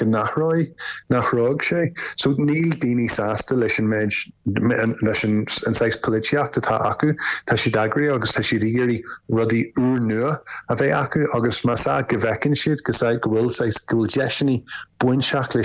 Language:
Irish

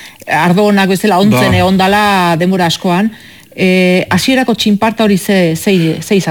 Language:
Basque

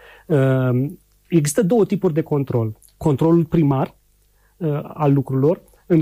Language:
Romanian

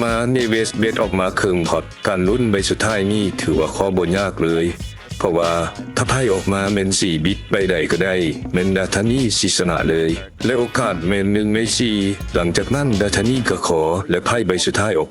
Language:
Lao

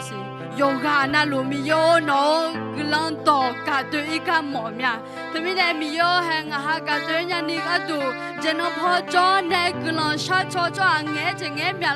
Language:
Akha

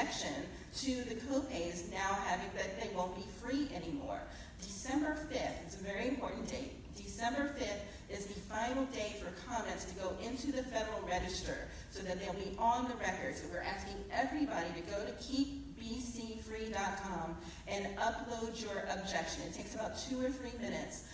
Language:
English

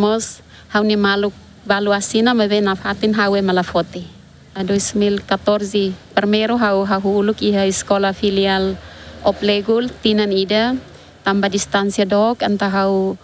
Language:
Tetum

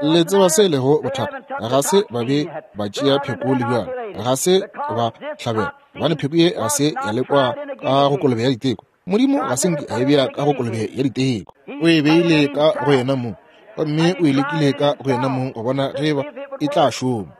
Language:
Northern Sotho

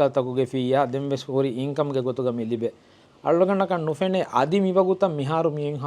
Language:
Divehi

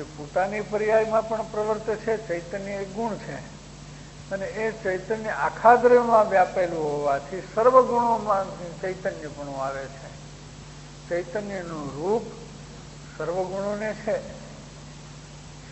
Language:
Gujarati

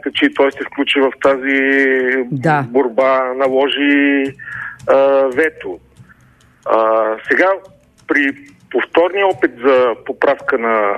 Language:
Bulgarian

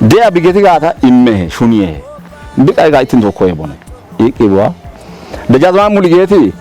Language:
Kafa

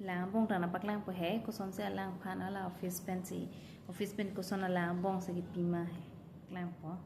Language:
Karbi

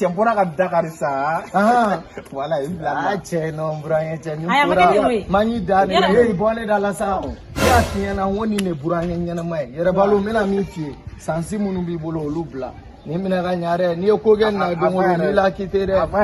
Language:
Bambara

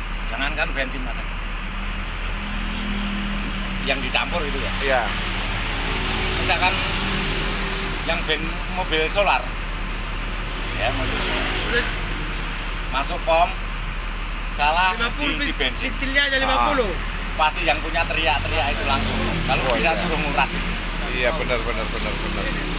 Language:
Indonesian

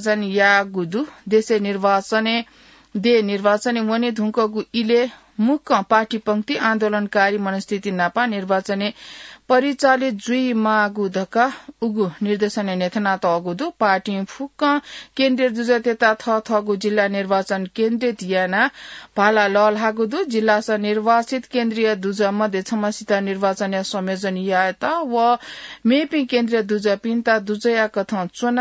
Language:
Newari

